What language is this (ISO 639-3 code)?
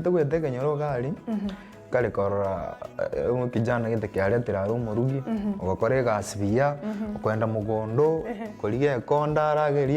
guz